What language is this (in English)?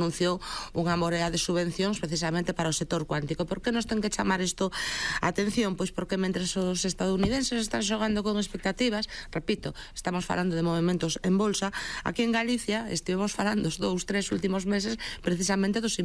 Galician